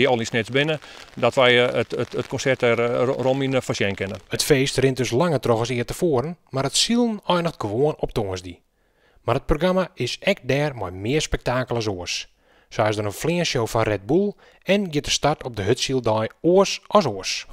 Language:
Western Frisian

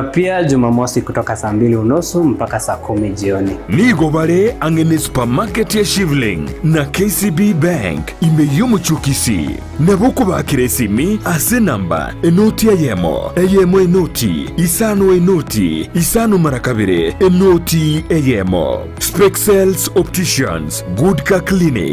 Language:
Gusii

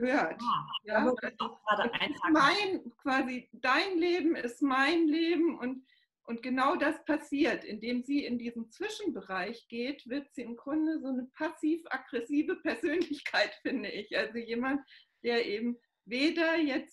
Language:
German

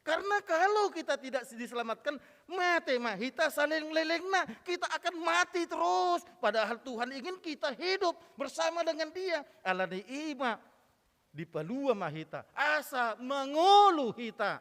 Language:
Batak Toba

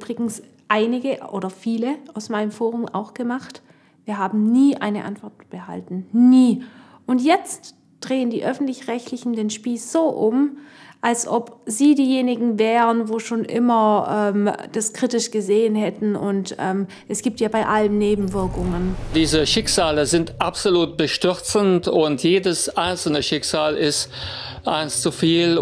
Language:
German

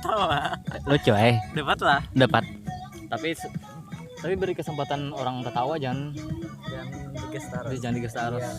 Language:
Banjar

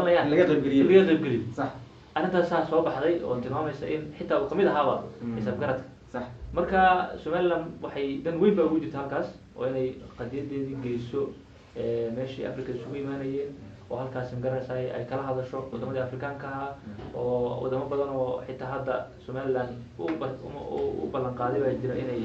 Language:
Somali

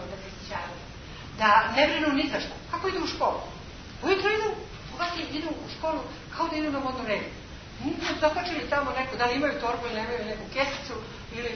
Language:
Serbian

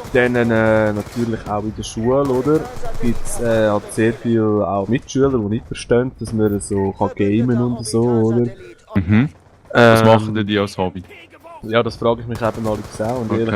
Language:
Swiss German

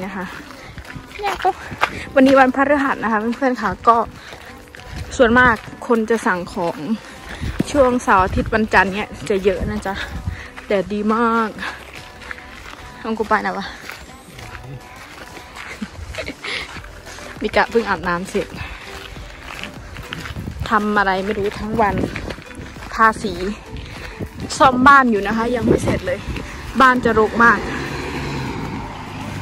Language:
Thai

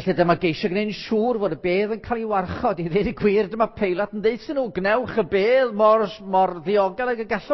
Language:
Welsh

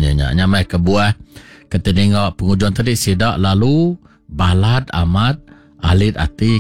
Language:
Iban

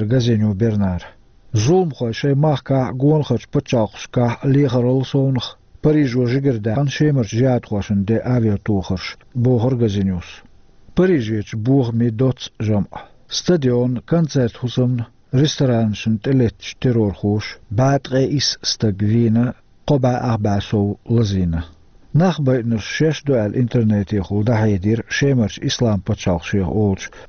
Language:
Chechen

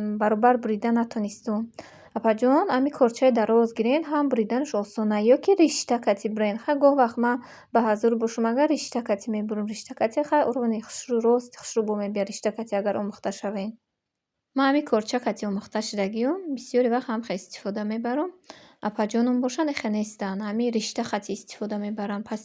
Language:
Tajik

